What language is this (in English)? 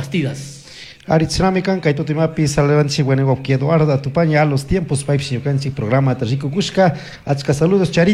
Chimborazo Highland Quichua